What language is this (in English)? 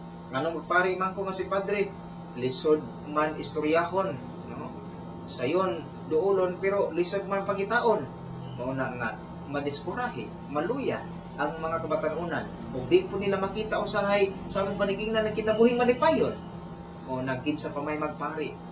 Cebuano